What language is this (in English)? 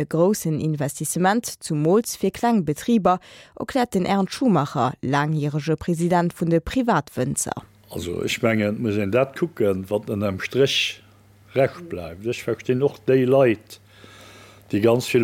Luxembourgish